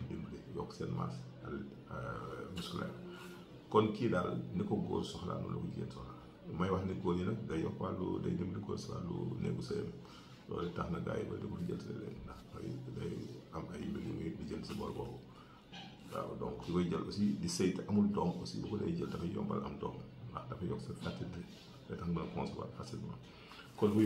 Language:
Wolof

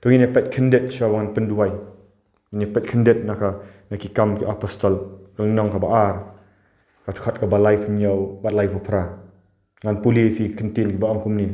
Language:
Khasi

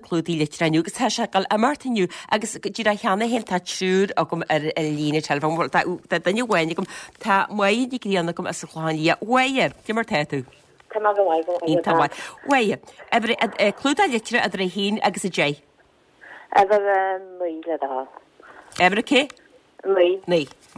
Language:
Irish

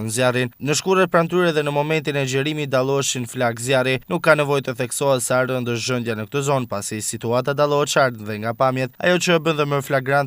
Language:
Albanian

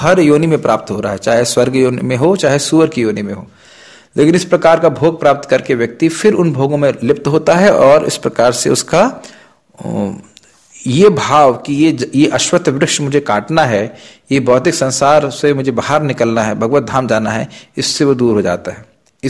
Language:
Hindi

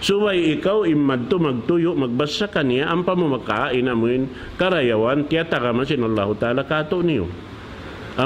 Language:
Tausug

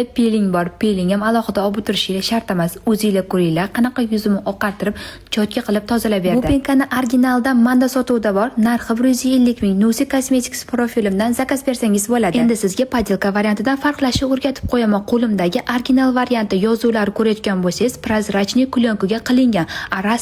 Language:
Uzbek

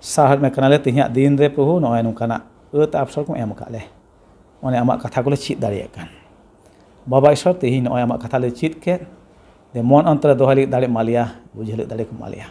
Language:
Santali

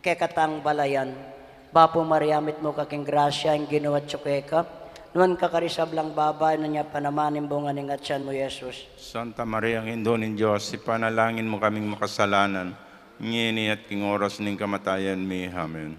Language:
Pampanga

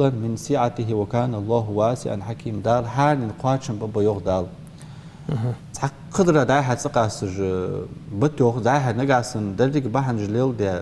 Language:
Ingush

